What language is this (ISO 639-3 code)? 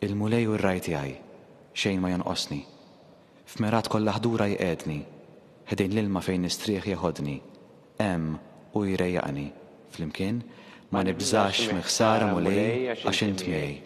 mlt